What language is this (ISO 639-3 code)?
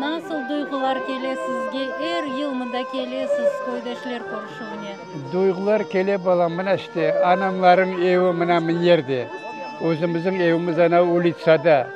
crh